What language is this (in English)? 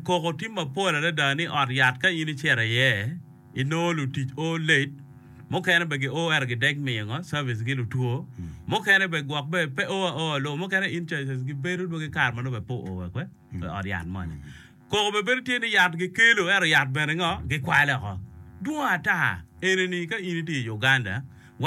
Acoli